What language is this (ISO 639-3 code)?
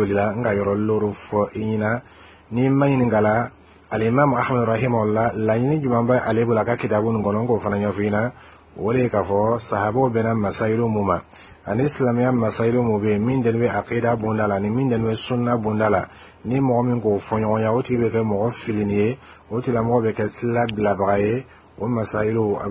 bam